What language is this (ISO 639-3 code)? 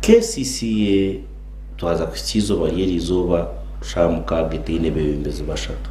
nyn